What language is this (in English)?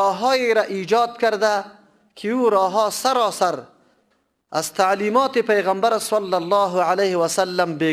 Persian